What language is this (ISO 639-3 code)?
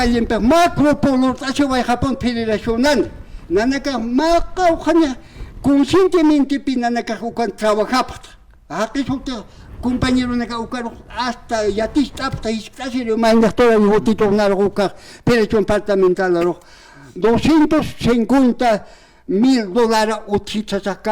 aym